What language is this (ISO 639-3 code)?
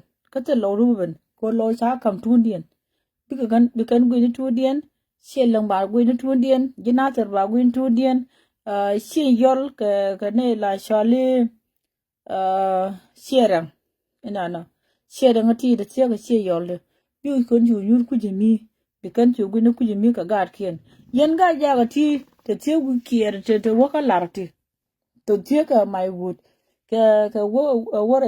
nus